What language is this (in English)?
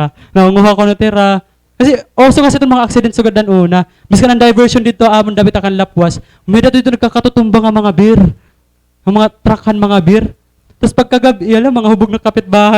Waray